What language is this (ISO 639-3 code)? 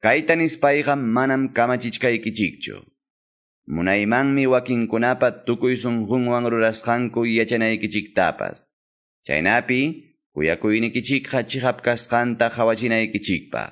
que